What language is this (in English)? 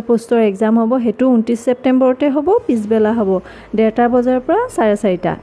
Assamese